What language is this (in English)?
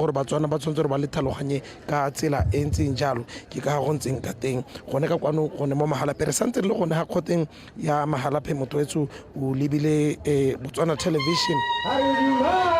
Tswana